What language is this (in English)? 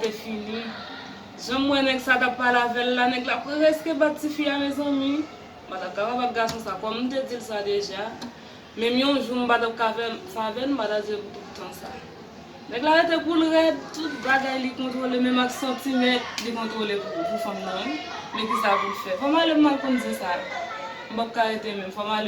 Haitian Creole